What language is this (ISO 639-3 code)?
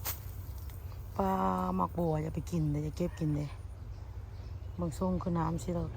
lao